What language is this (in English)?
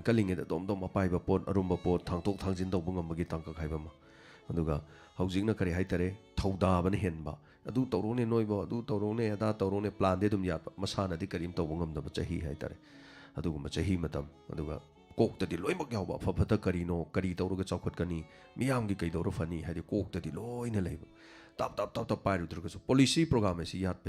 Manipuri